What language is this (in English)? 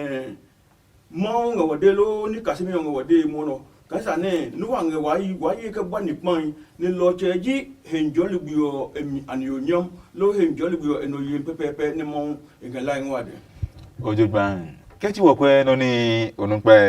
Adangme